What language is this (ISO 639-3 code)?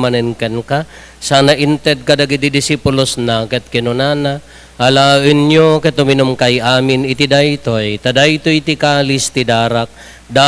ilo